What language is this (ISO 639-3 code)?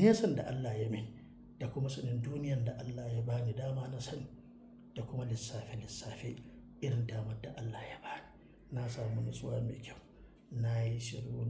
hau